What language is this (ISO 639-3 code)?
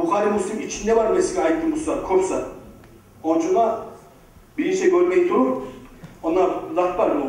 kum